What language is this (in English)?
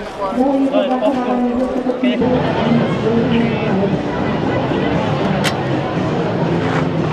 Slovak